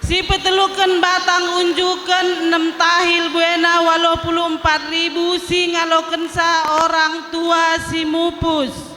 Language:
Batak Karo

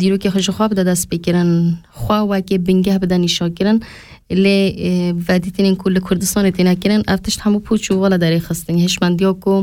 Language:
Kurdish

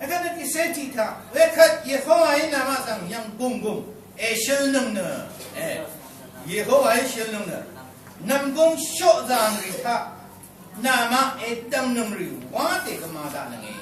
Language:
Rawang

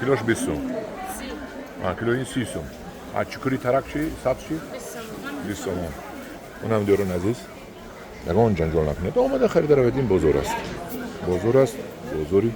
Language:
Tajik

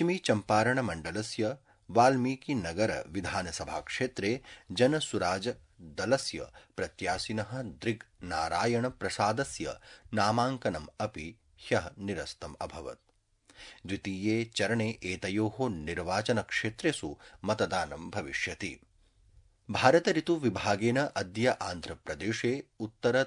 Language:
Sanskrit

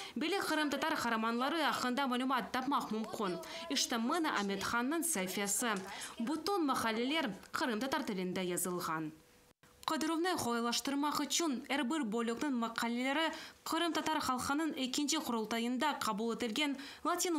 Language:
Crimean Tatar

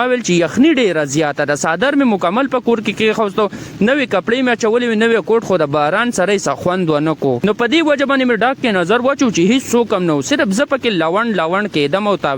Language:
Pashto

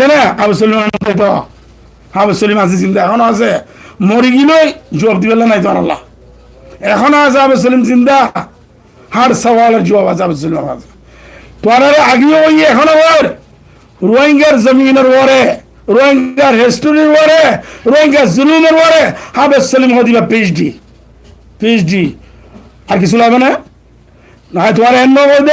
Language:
Rohingya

